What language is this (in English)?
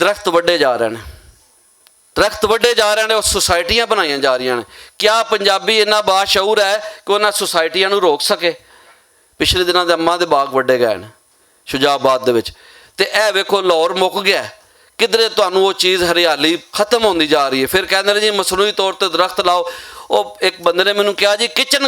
Western Panjabi